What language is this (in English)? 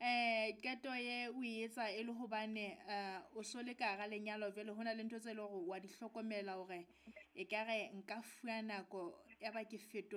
Southern Sotho